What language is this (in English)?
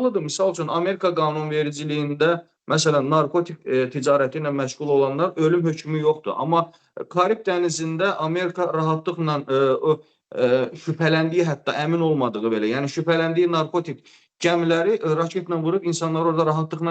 Azerbaijani